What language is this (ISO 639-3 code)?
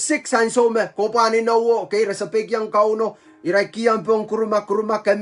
pon